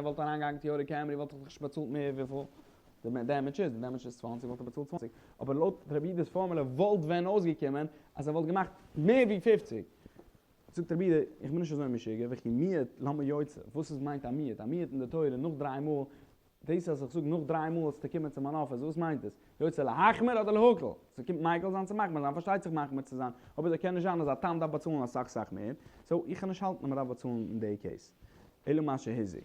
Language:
Yiddish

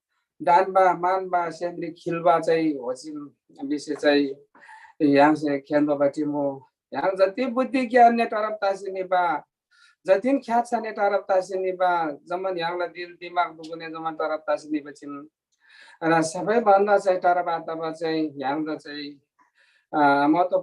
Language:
Eastern Tamang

